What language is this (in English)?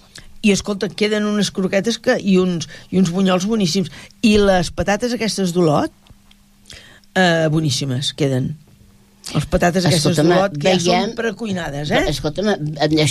Catalan